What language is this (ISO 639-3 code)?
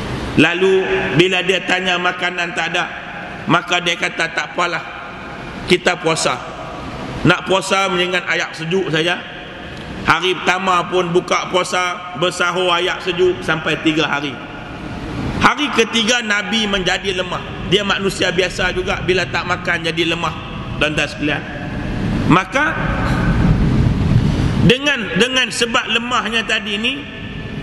msa